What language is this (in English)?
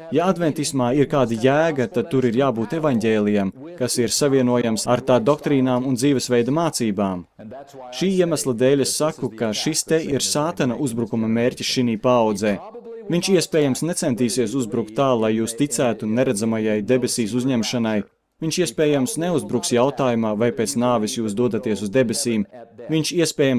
Latvian